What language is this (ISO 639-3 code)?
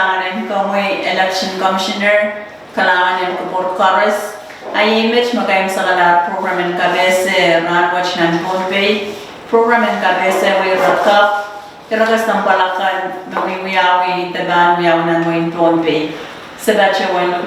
pon